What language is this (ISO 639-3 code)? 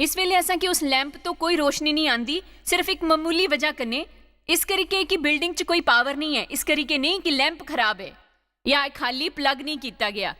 doi